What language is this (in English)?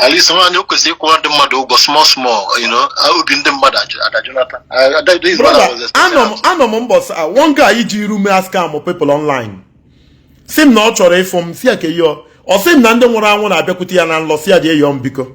Igbo